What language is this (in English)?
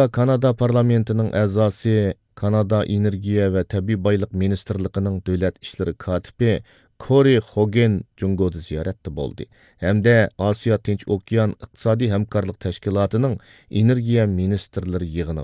Uyghur